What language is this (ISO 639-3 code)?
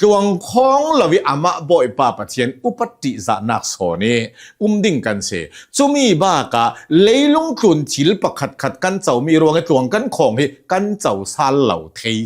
cnh